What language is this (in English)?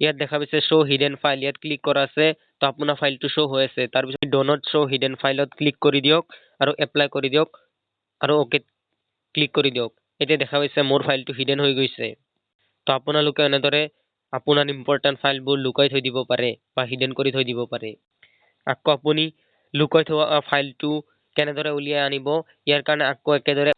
Assamese